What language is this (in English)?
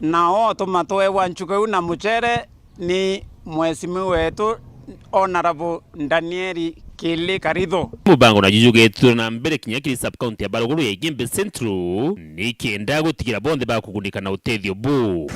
Meru